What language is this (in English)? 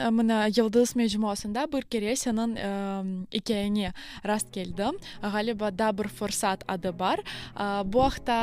Crimean Tatar